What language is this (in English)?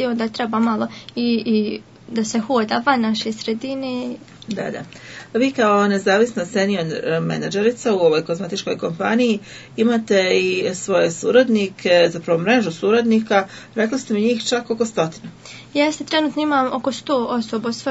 Serbian